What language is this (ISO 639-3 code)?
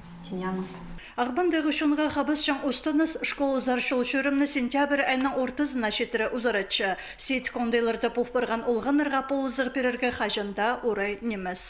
kjh